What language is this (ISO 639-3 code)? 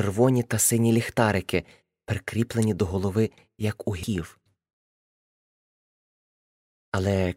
ukr